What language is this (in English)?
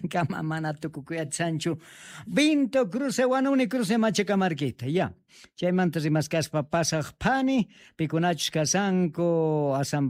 Quechua